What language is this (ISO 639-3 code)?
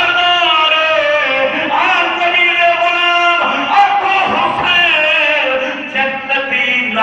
skr